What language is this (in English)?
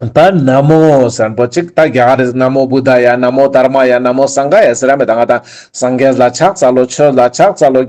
Ladakhi